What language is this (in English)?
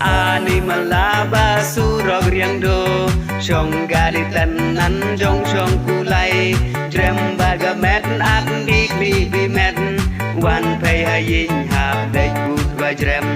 Khasi